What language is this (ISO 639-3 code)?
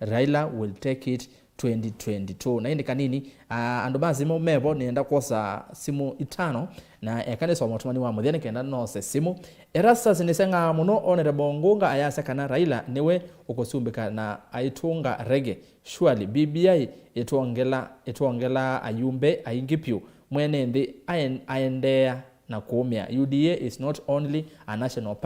kam